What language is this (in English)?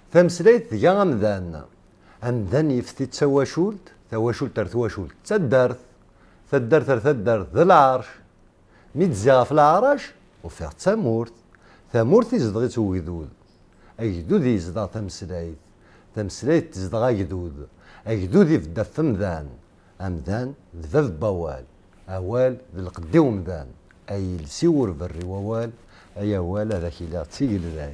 Kabyle